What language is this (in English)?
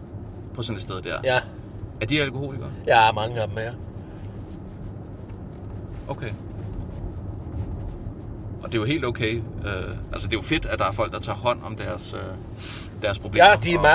Danish